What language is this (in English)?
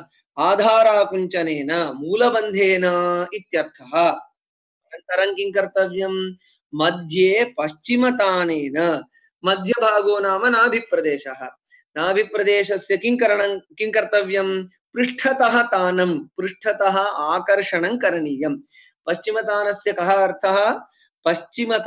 Sanskrit